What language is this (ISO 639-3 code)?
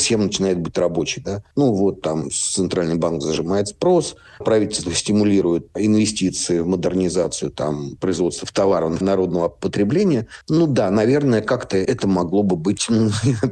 rus